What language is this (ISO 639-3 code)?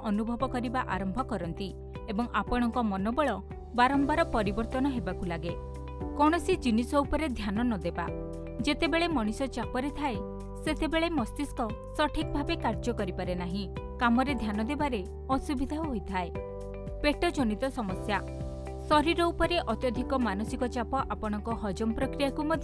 ori